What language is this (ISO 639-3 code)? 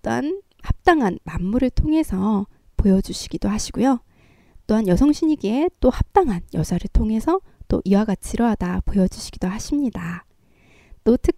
kor